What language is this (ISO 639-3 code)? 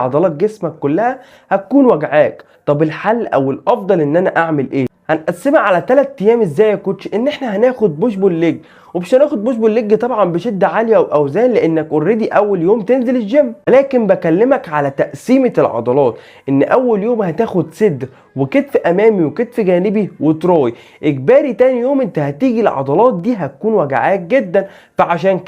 arz